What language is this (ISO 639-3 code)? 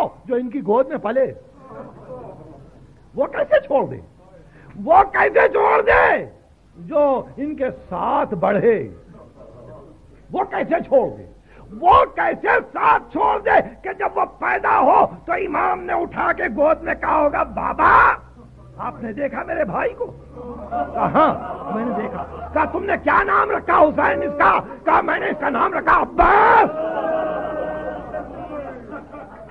urd